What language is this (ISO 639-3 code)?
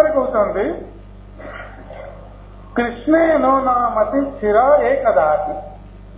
ori